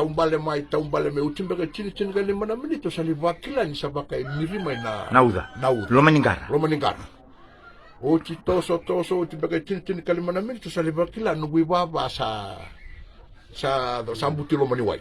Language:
Fijian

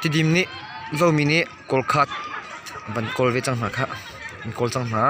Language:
Hakha Chin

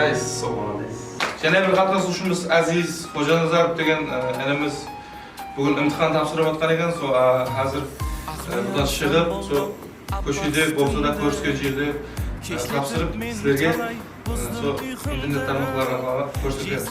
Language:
Kara-Kalpak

